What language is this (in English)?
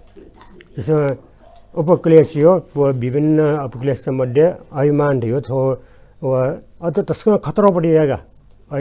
Newari